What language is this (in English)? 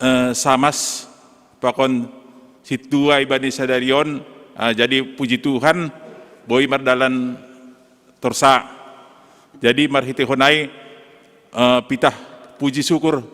Batak Simalungun